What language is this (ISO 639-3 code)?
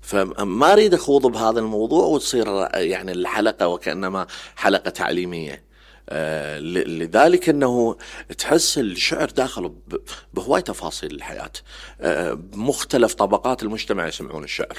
acm